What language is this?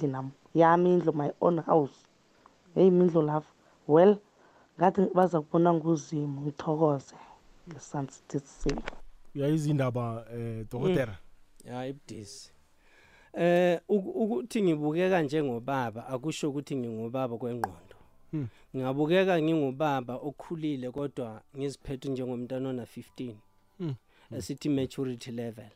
South Ndebele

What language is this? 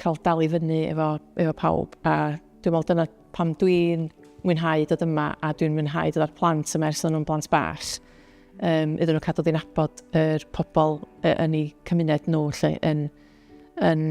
Welsh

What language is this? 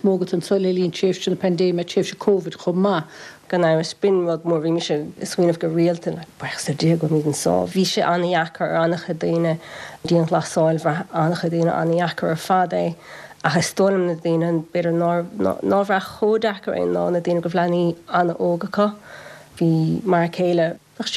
Irish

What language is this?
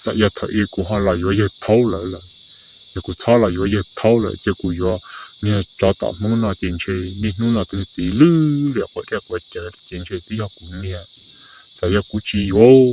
Hmong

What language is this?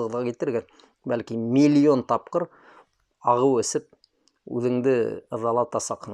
Bashkir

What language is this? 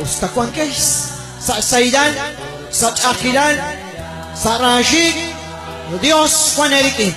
Kekchí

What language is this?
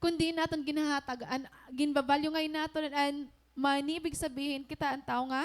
Waray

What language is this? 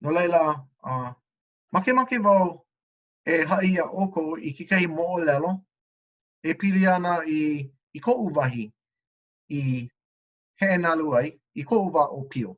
Hawaiian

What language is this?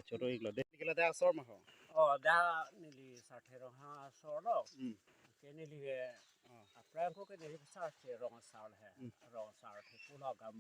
Karbi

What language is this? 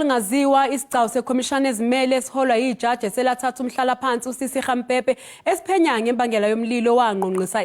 Zulu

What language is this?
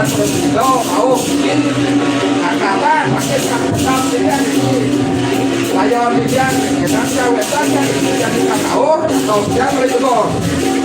Balinese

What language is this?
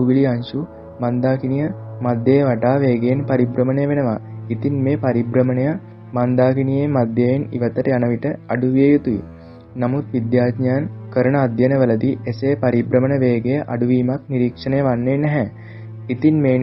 Sinhala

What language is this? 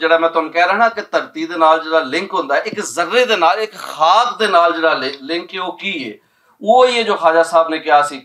Western Panjabi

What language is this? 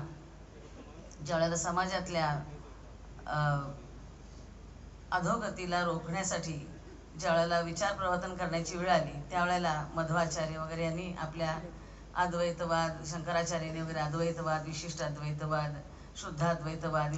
Marathi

